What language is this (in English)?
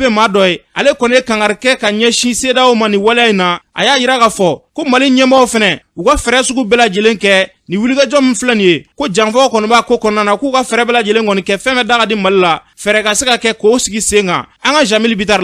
Bambara